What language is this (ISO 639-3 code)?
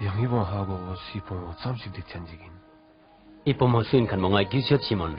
lbj